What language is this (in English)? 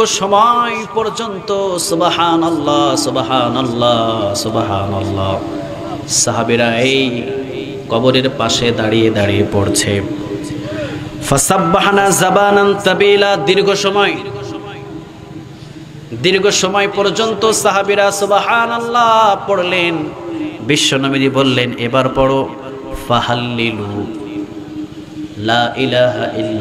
Bangla